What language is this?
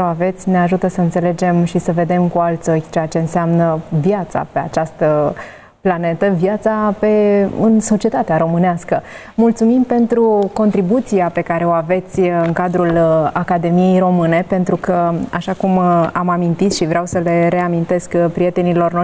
Romanian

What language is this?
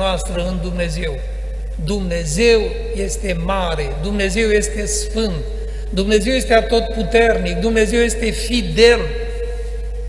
Romanian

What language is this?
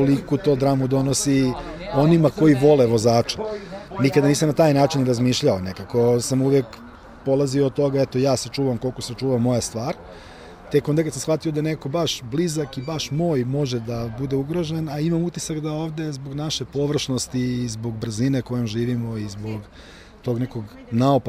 Serbian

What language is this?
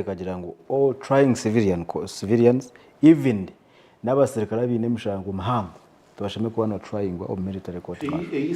Nyankole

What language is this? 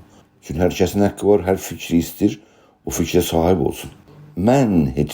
South Azerbaijani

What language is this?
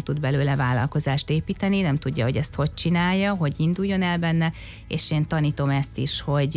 Hungarian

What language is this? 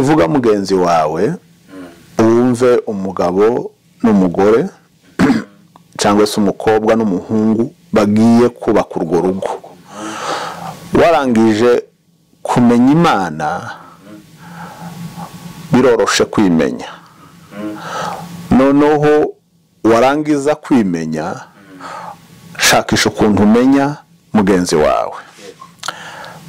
Kinyarwanda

